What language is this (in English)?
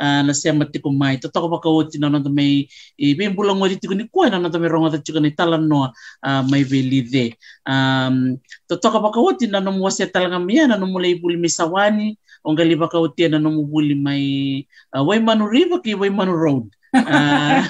Fijian